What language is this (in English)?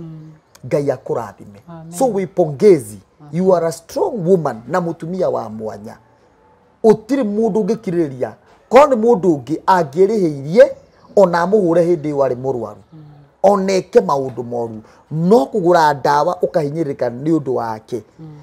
Kikuyu